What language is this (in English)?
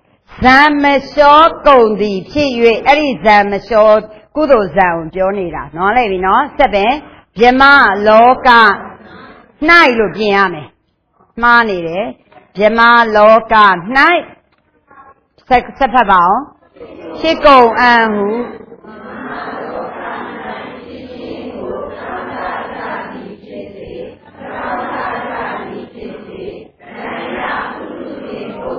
Burmese